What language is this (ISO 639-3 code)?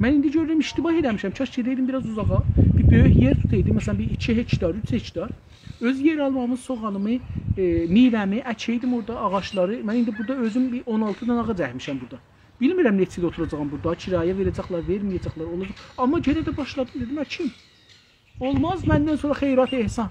azb